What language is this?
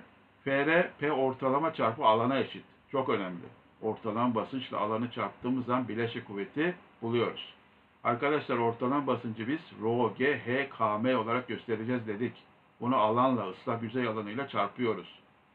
Turkish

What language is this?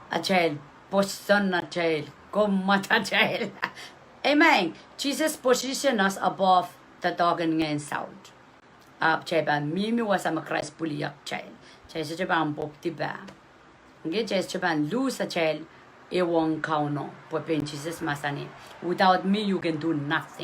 Pohnpeian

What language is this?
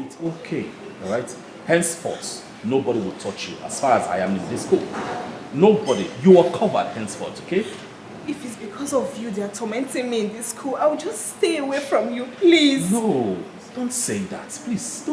Nigerian Pidgin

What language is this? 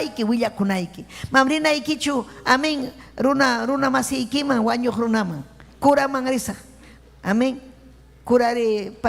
Ayacucho Quechua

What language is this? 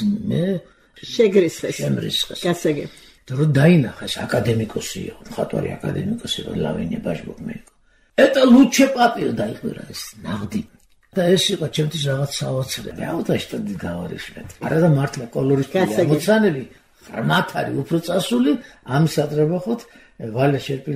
Georgian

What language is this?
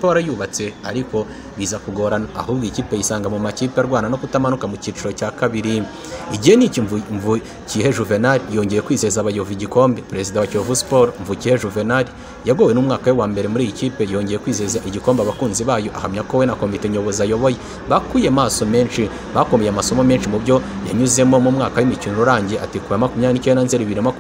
Kinyarwanda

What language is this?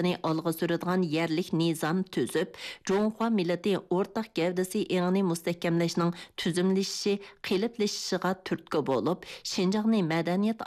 Uyghur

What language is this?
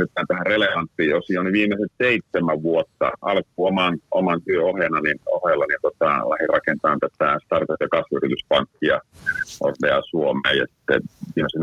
Finnish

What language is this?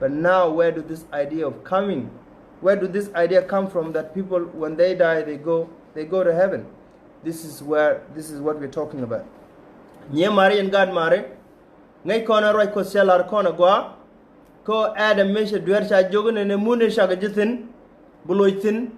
Nuer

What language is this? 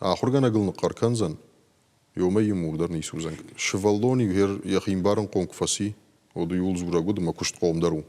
Ossetic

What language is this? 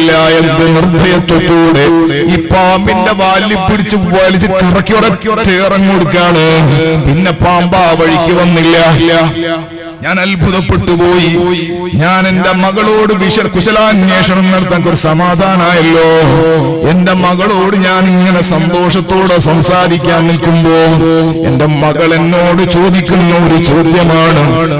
Malayalam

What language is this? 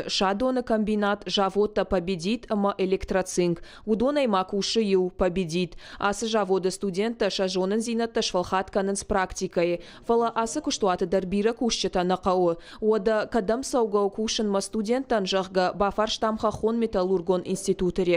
Ossetic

